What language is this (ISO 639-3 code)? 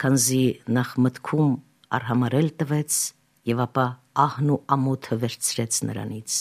hye